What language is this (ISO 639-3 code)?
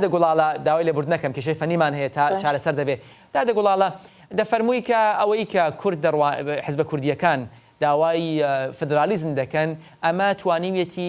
ckb